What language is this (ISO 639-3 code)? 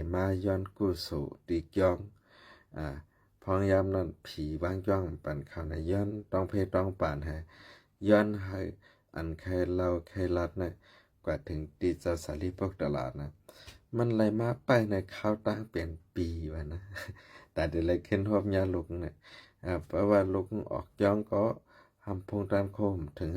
shn